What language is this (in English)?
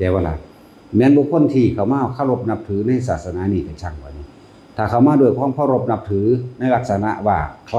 Lao